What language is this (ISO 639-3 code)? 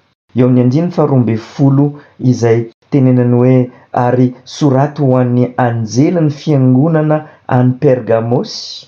mlg